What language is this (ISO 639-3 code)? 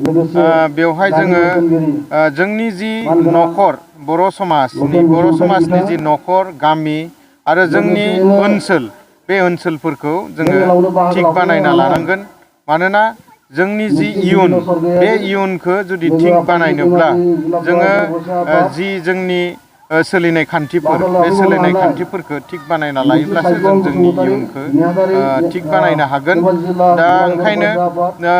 brx